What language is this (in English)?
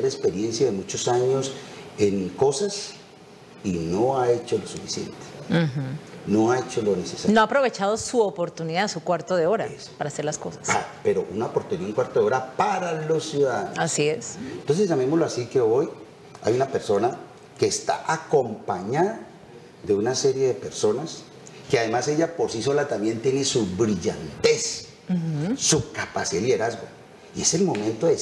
Spanish